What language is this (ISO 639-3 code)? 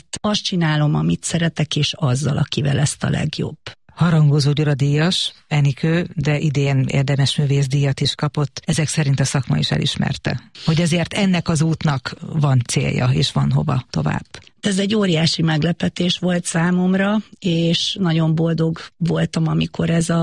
hun